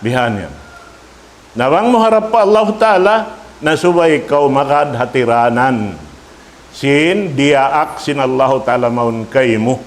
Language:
Tausug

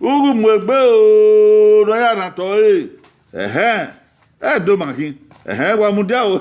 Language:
Bini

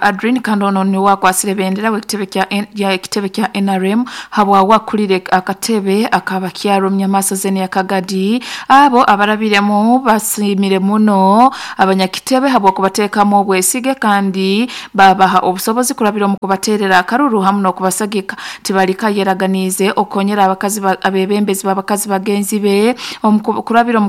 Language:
Nyankole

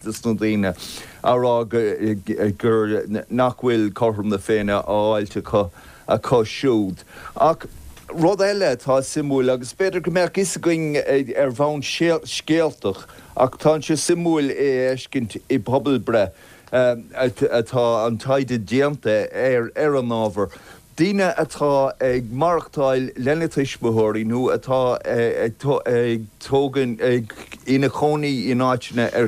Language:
Irish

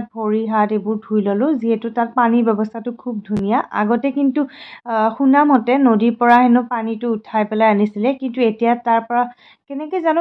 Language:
Assamese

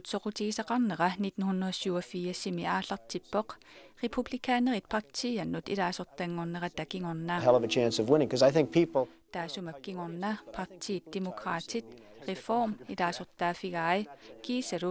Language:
Kalaallisut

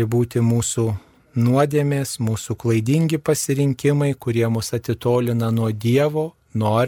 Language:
Lithuanian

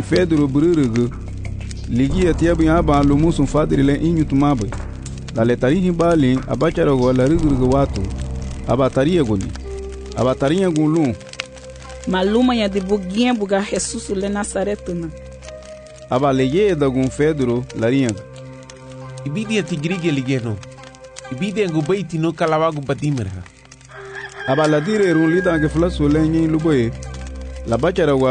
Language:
Garifuna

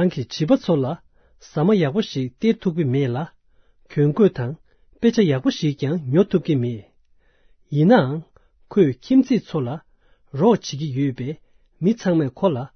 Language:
Tibetan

